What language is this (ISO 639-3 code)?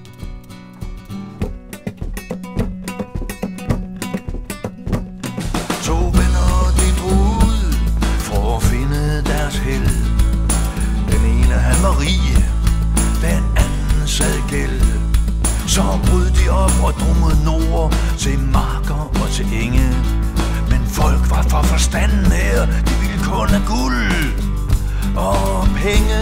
dan